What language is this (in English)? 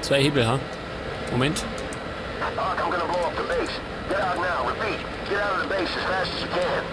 Bavarian